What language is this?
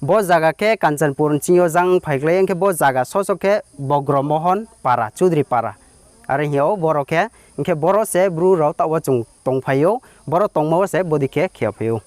Kok Borok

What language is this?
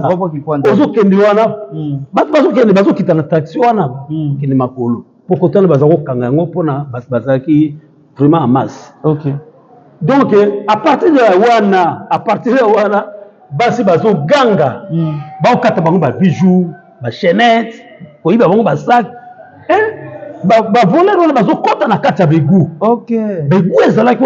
Lingala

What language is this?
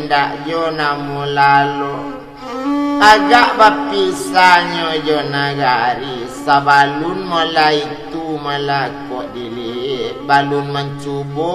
Minangkabau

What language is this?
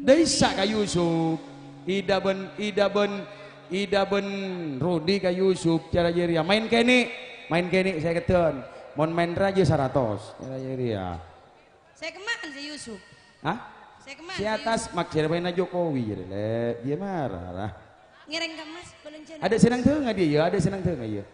Madurese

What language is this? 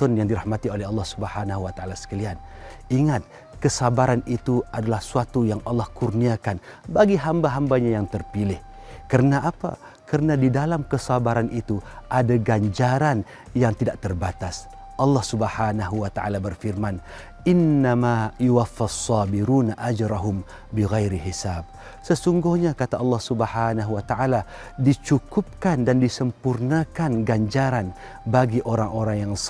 Malay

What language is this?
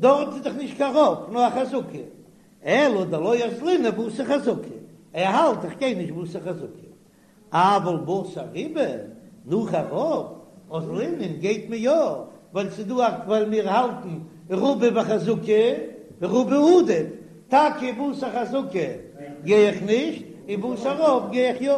Yiddish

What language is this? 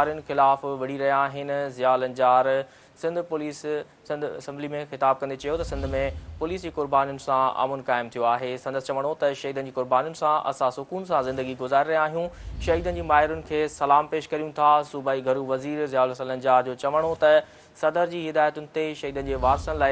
Sindhi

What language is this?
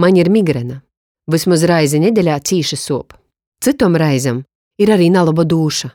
Latgalian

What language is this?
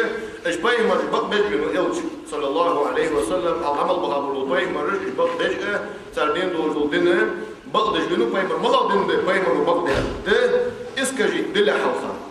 Ingush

